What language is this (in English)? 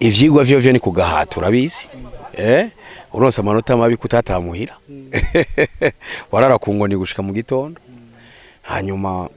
Rundi